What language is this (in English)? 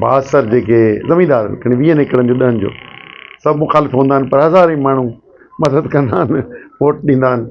Sindhi